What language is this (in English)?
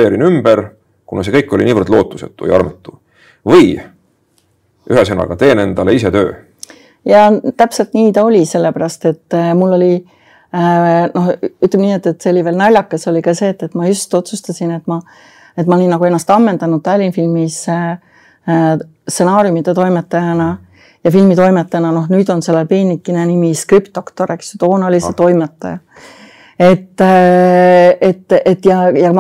Estonian